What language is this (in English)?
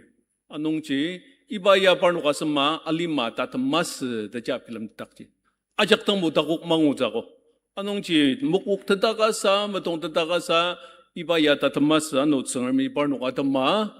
Ao Naga